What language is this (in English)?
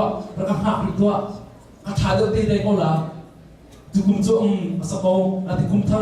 Hakha Chin